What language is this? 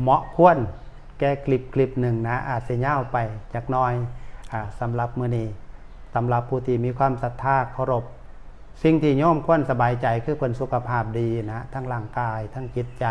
Northeastern Thai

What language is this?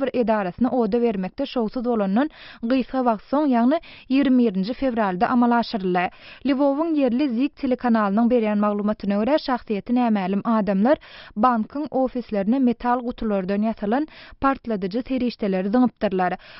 Turkmen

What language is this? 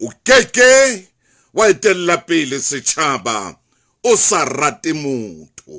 Southern Sotho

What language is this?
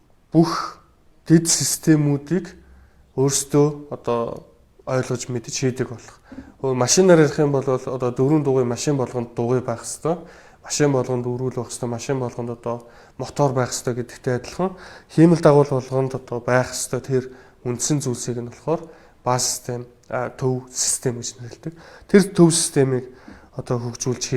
Mongolian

